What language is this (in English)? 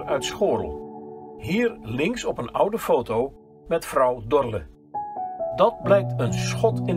Dutch